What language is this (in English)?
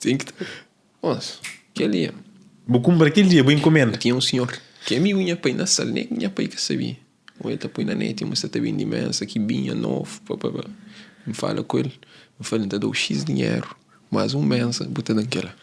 Kabuverdianu